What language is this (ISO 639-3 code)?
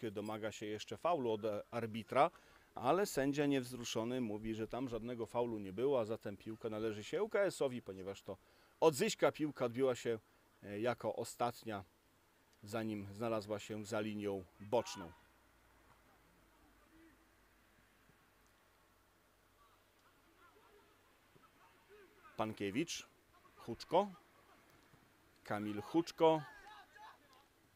pol